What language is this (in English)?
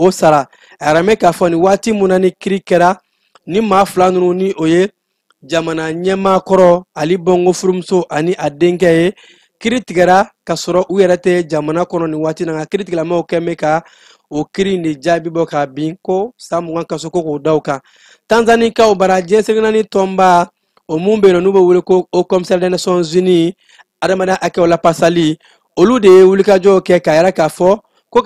Bambara